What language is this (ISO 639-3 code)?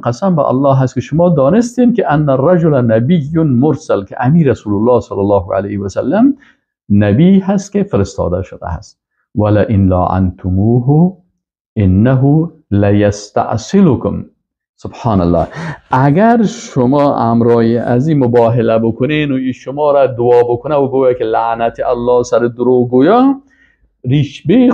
fas